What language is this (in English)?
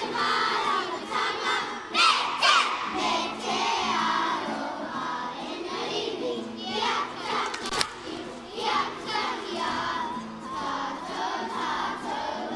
Māori